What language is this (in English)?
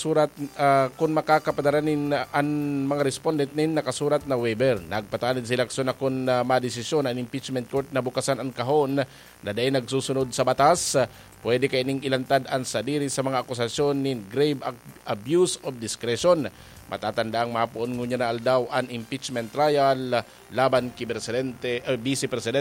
Bikol